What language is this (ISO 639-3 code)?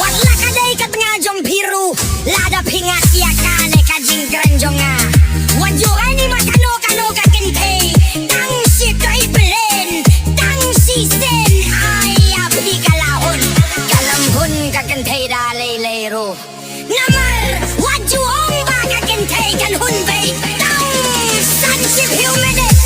kha